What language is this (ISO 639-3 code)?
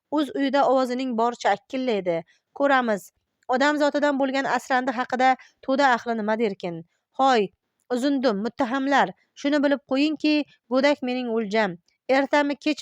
uzb